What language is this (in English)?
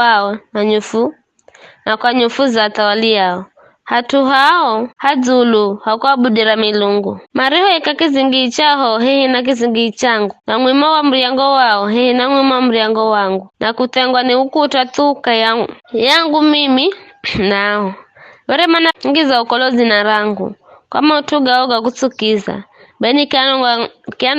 Giryama